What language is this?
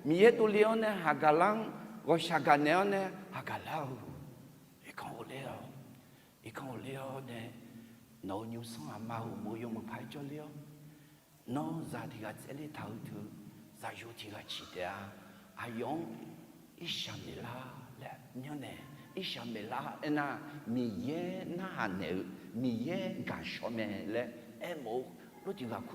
Akha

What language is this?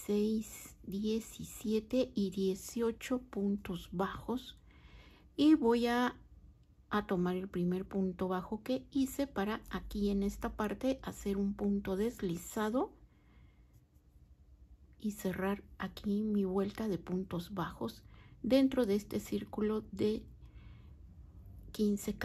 Spanish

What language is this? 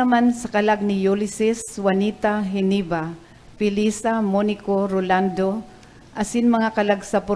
Bikol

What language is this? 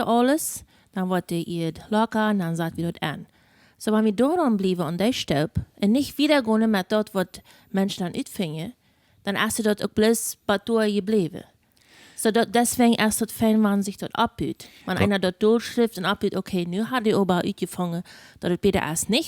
Plautdietsch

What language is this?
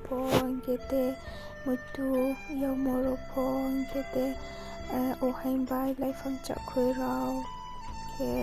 Riang (India)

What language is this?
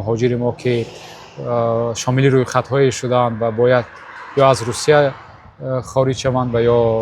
Tajik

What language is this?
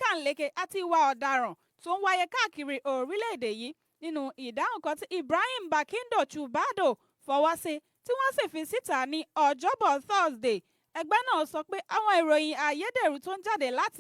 Yoruba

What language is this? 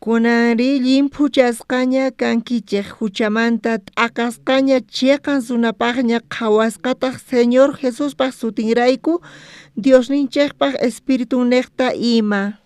South Bolivian Quechua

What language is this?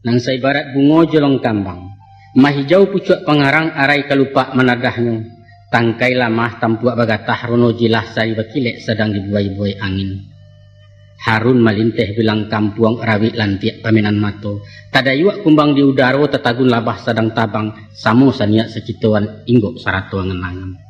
Minangkabau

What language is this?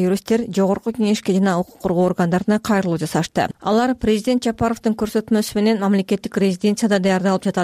Kyrgyz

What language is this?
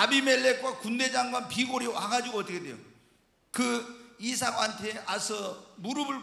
Korean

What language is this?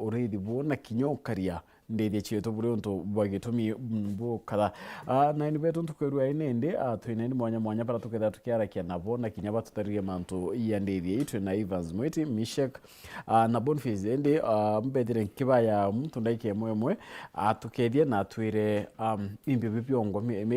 Meru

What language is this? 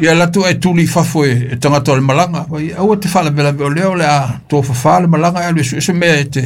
Samoan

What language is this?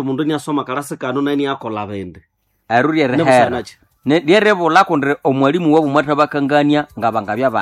Nande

